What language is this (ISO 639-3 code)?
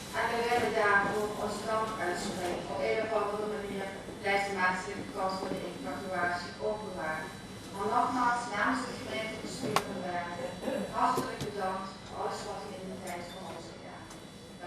lim